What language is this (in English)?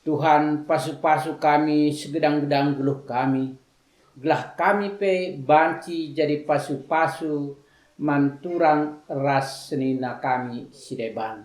Batak Karo